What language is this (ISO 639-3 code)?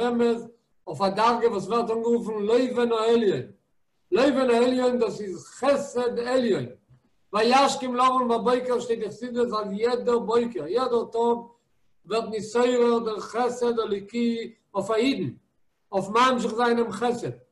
yid